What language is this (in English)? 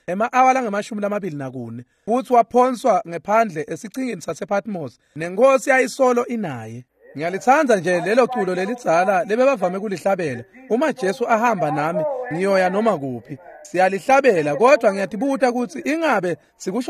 Swati